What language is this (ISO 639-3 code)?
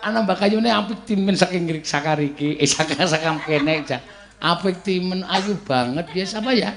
jav